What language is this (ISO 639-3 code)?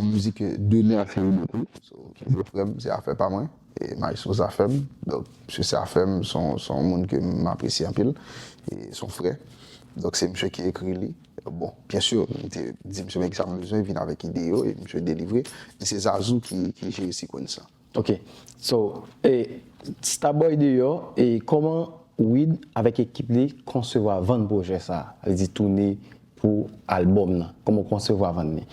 hat